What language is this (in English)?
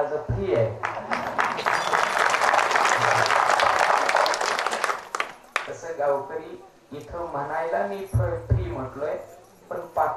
Marathi